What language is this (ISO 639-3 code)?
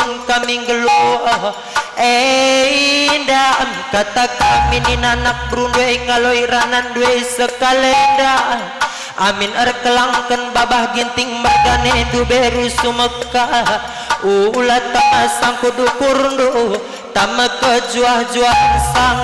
btx